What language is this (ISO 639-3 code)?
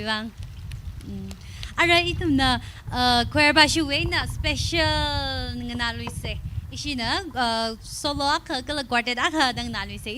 nmf